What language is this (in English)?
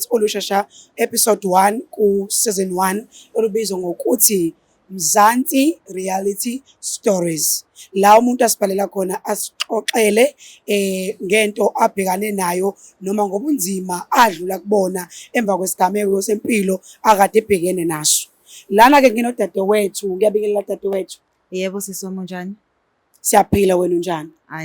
Zulu